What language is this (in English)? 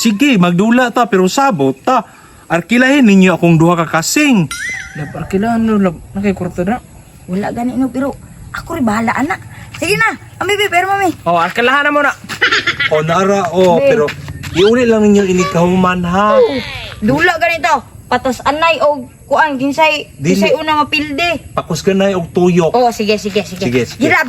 Cebuano